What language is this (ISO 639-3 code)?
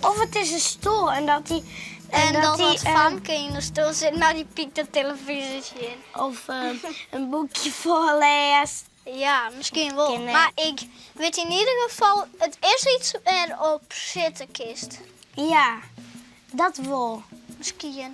fry